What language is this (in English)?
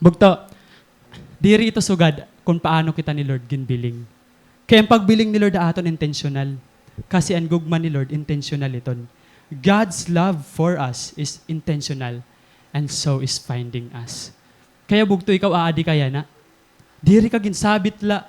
Waray